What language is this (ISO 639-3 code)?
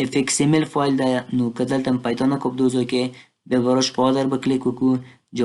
pus